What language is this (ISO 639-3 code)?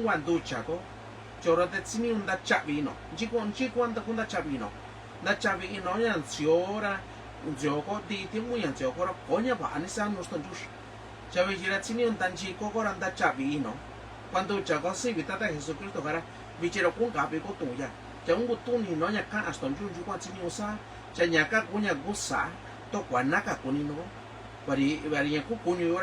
mix